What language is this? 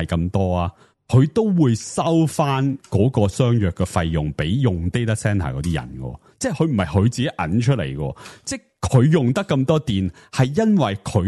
Cantonese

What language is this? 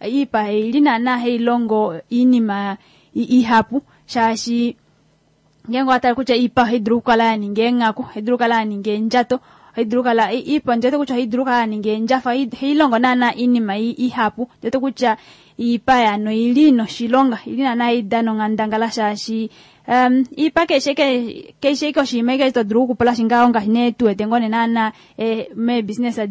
Kuanyama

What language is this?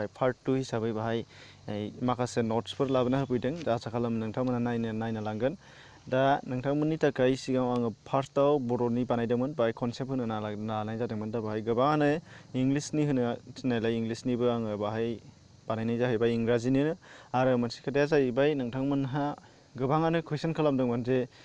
Bodo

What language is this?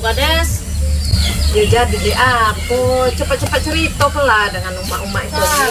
Musi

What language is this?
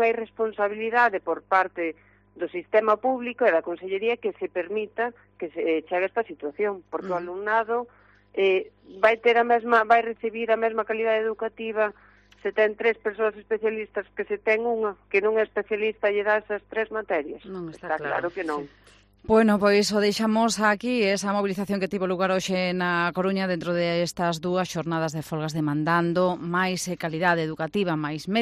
Galician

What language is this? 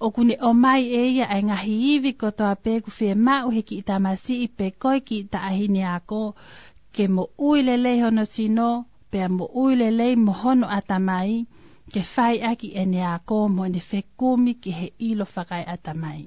Tongan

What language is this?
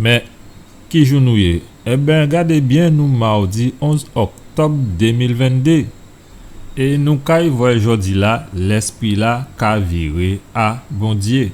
Guadeloupean Creole French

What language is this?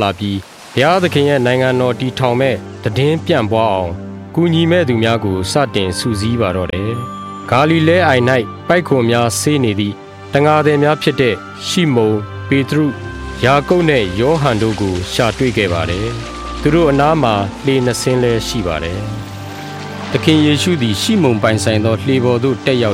Burmese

